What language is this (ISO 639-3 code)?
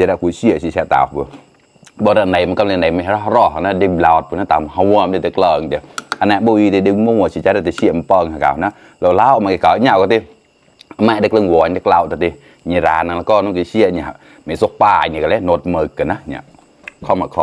mnw